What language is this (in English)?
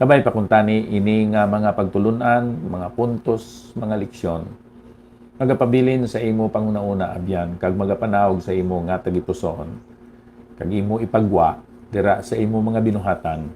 Hiligaynon